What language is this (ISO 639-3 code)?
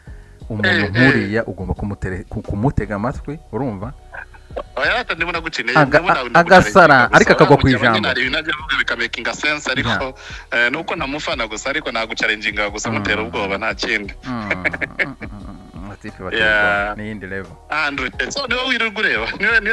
kin